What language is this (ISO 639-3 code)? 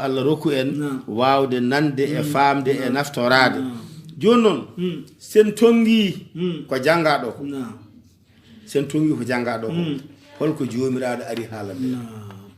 ful